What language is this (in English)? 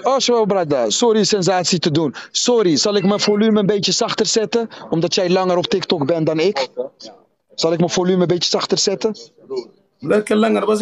Dutch